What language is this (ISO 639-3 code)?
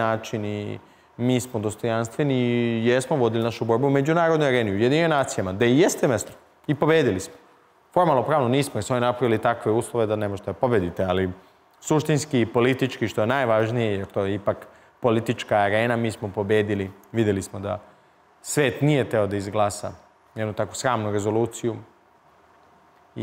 srp